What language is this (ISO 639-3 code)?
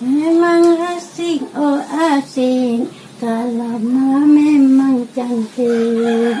mui